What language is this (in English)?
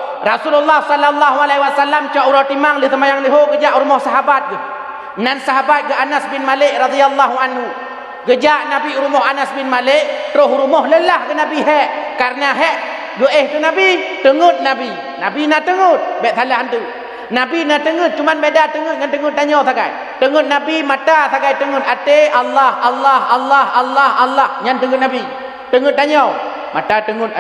Achinese